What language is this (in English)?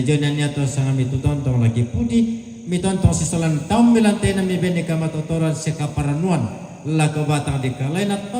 Toraja-Sa'dan